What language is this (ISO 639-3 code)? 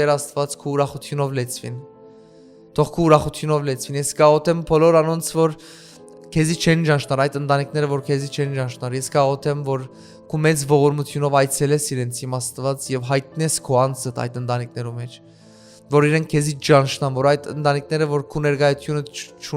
hyw